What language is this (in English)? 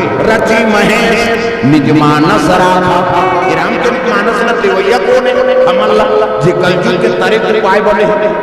Chhattisgarhi